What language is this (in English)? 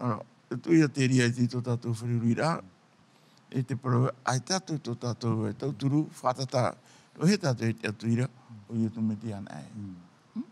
Tahitian